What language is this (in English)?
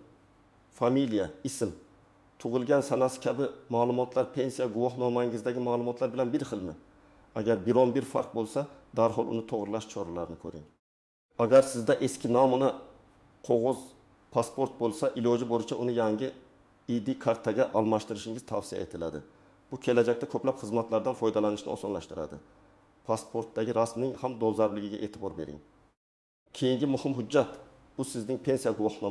Uzbek